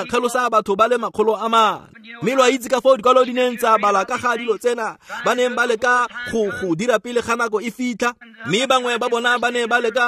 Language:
Tswana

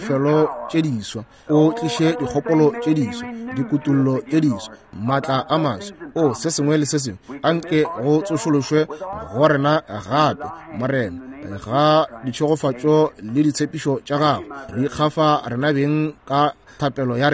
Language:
Northern Sotho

